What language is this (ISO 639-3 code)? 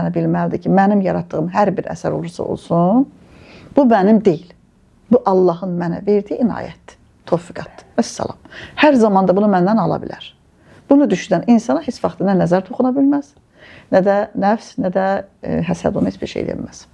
aze